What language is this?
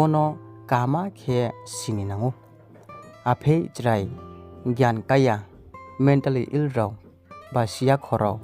Riang (India)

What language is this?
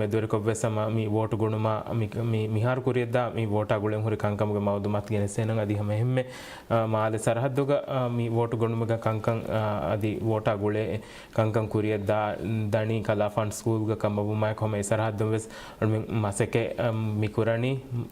Divehi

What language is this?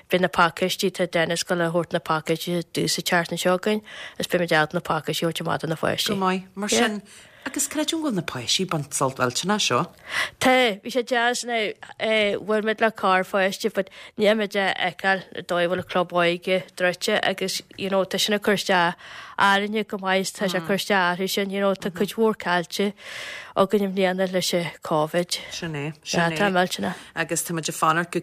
Irish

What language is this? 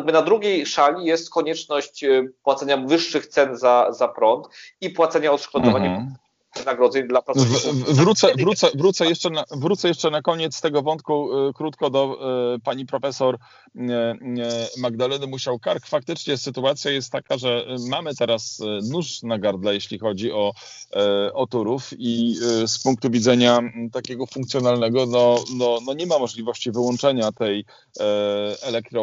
Polish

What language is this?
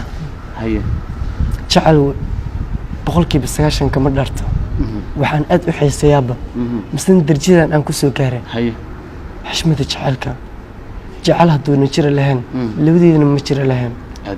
Somali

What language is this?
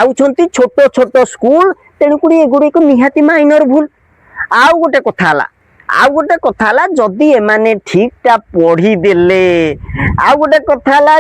Odia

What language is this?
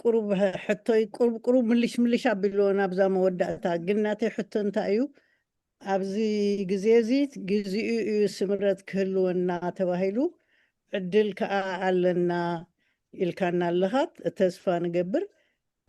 Tigrinya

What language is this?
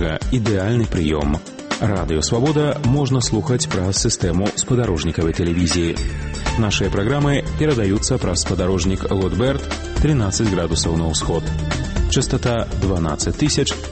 Belarusian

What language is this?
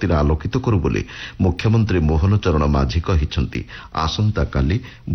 Odia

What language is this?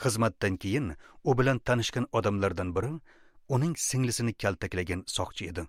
Uzbek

